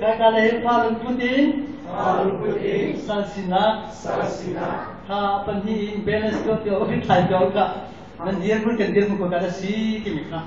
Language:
Hakha Chin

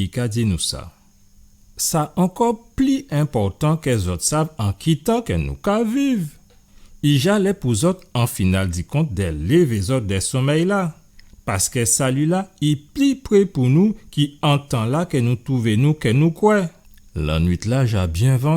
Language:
Guadeloupean Creole French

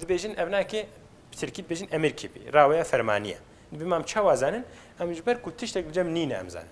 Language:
Kurdish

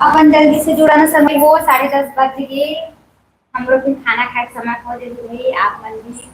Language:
Chhattisgarhi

